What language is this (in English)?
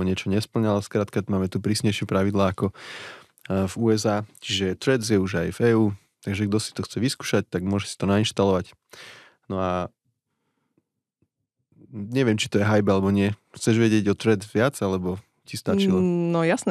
Slovak